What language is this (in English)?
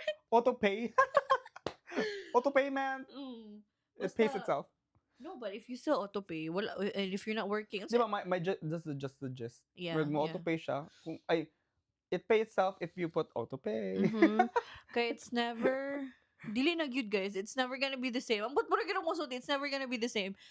Cebuano